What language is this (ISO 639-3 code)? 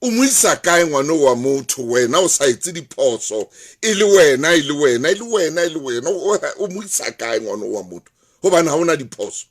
sot